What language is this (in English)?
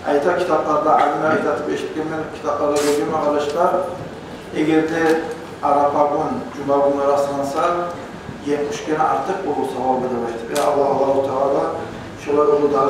Kumyk